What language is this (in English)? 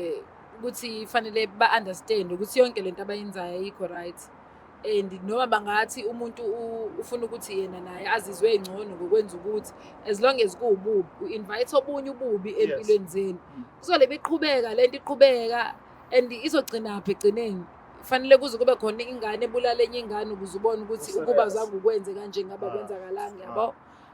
Zulu